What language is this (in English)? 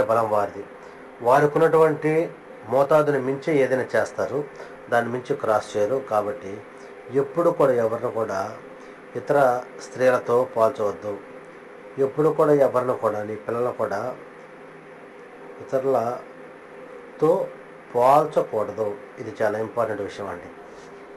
Telugu